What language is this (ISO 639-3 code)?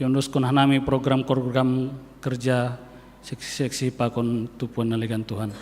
bts